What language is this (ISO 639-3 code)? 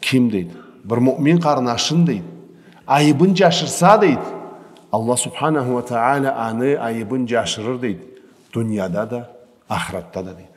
krc